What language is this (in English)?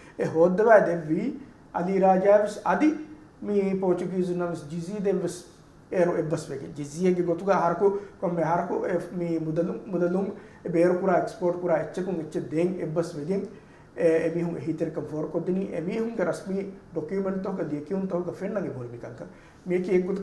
Divehi